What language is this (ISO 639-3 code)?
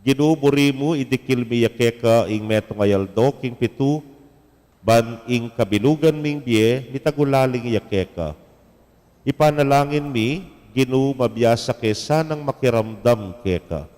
pam